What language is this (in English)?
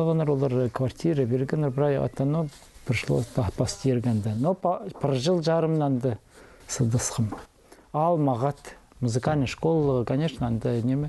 Khakas